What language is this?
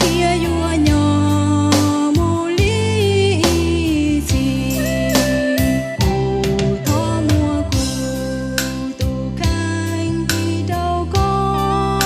Hmong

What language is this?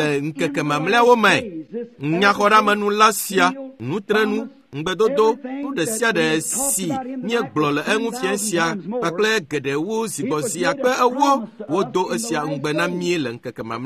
Ewe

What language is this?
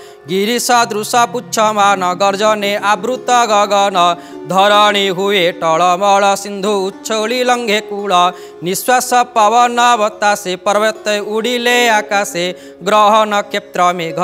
Odia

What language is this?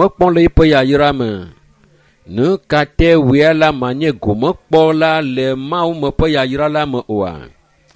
Ewe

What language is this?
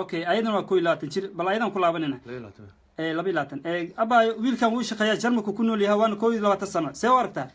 Somali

